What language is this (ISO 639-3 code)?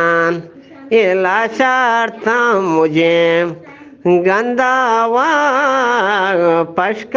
bgp